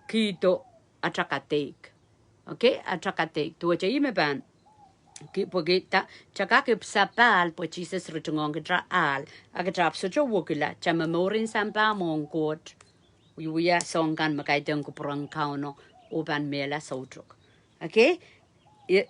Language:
Pohnpeian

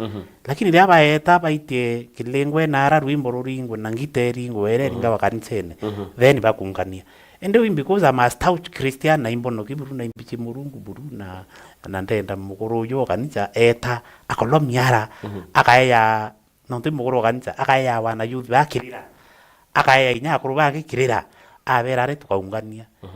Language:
Meru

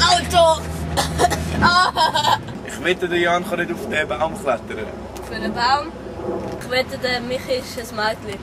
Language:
Swiss German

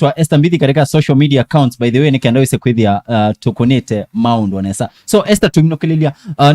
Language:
Kamba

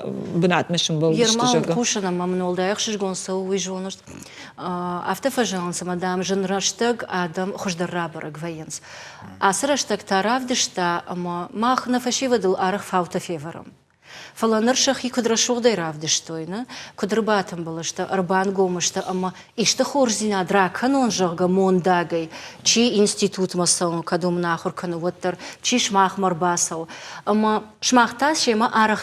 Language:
Ossetic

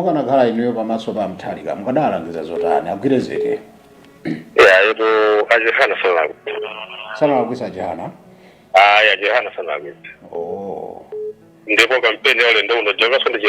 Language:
Nyanja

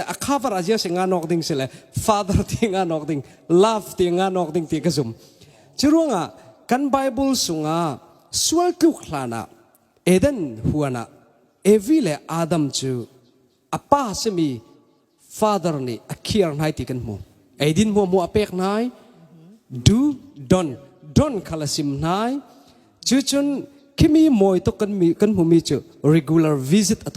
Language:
Falam Chin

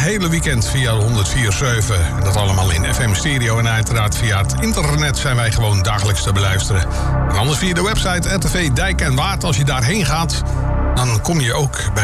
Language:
Dutch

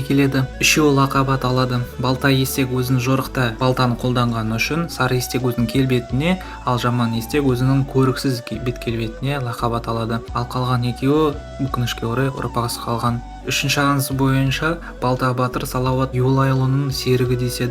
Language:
Kazakh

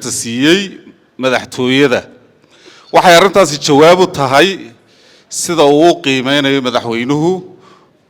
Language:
Somali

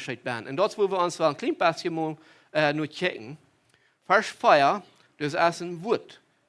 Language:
Plautdietsch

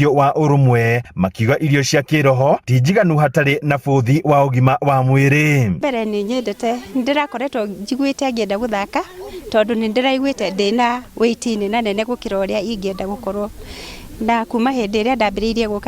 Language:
Kikuyu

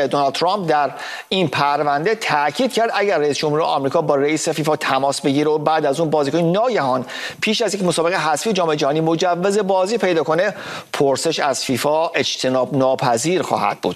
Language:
Persian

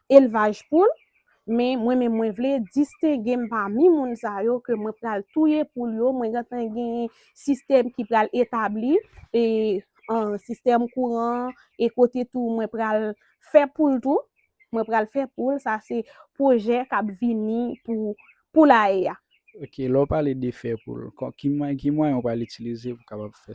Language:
Haitian Creole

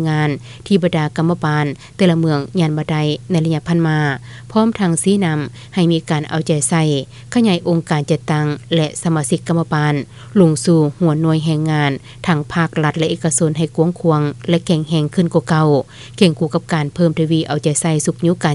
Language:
Lao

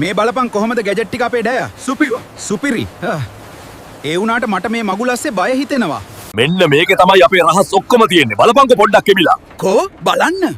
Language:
Sinhala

